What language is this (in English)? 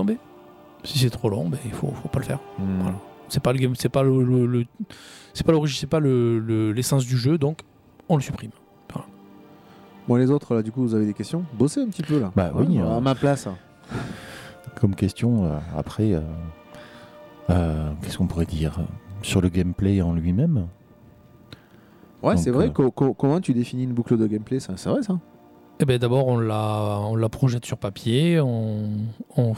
French